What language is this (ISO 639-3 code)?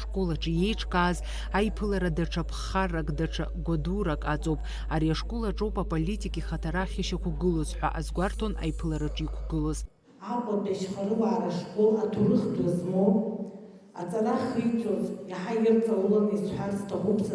abk